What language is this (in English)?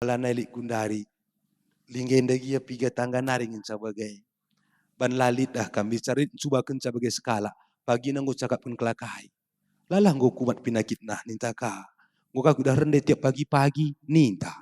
Batak Karo